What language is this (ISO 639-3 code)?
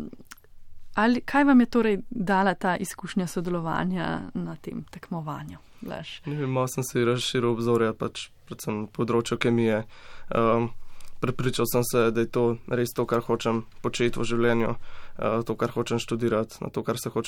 slv